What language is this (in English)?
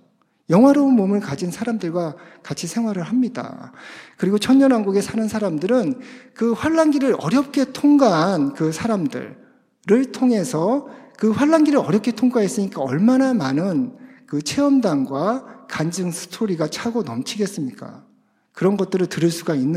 Korean